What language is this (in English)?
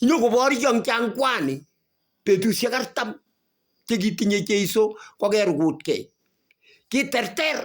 Kalenjin